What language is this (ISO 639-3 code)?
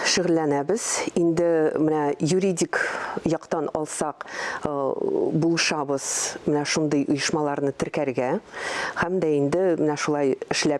tat